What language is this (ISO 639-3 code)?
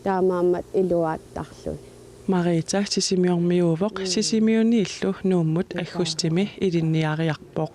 kal